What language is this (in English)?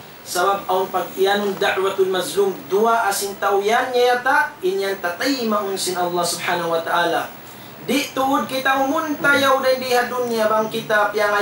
Tausug